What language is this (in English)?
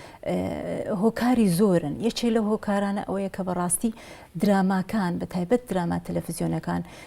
Central Kurdish